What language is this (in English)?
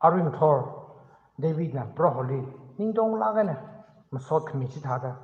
Tangkhul Naga (India)